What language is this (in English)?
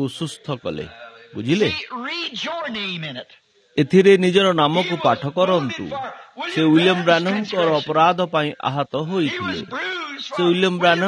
Odia